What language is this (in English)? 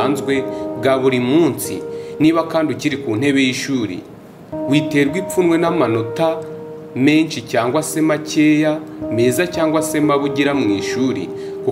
Kinyarwanda